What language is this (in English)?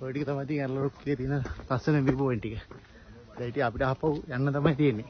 Sinhala